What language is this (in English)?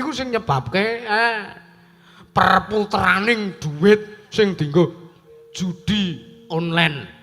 Javanese